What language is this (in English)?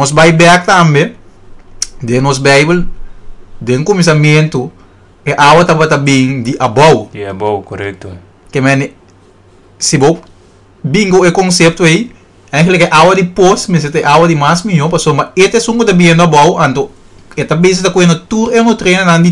Papiamento